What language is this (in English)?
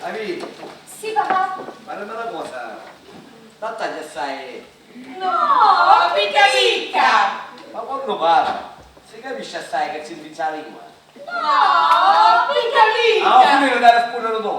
Sicilian